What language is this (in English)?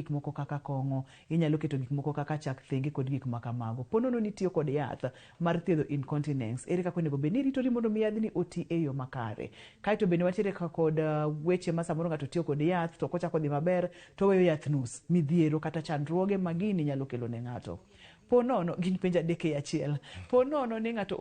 Luo (Kenya and Tanzania)